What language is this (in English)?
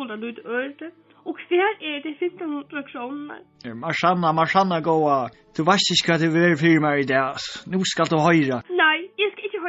Faroese